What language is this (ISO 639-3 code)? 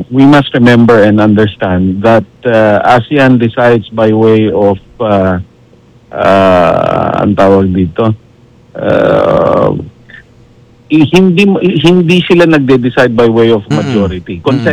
fil